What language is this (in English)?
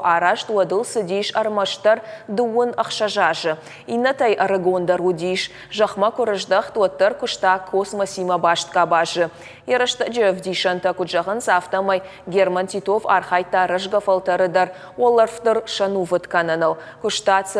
Ossetic